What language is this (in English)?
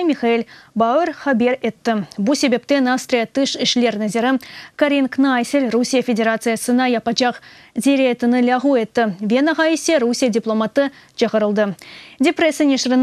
Crimean Tatar